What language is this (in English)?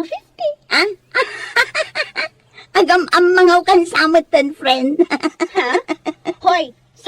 Iloko